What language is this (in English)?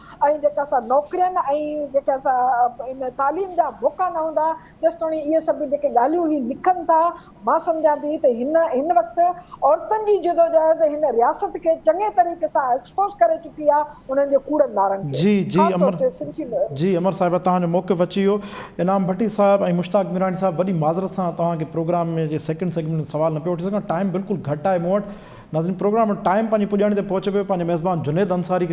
Sindhi